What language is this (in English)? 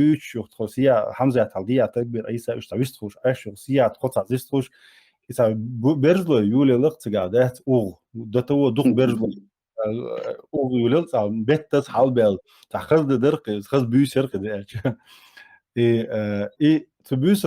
Chechen